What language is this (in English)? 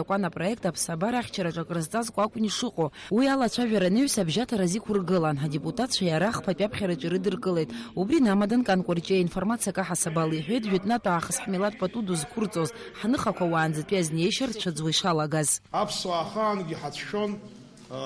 Abkhazian